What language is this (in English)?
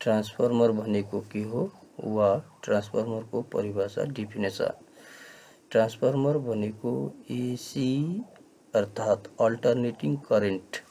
Nepali